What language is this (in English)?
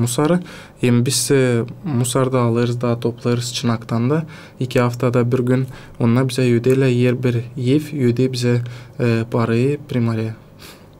Gagauz